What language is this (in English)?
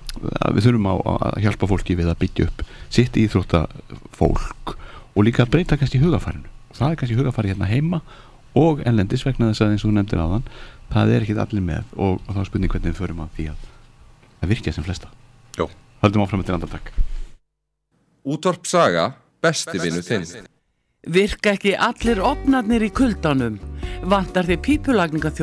Icelandic